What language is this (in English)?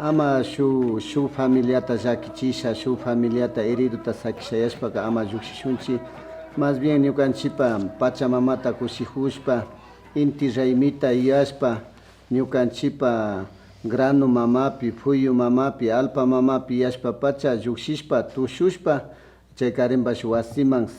Imbabura Highland Quichua